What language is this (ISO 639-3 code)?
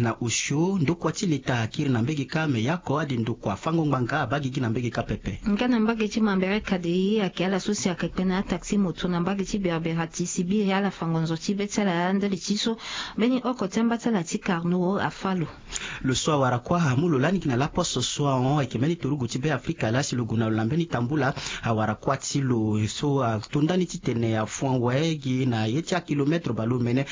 sag